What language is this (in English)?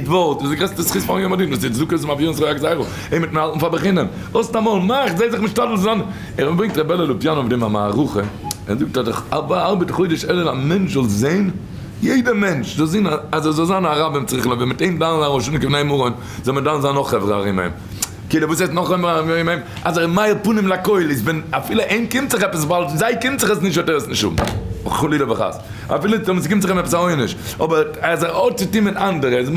Yiddish